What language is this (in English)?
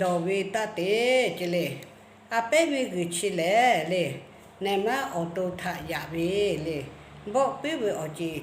Lahu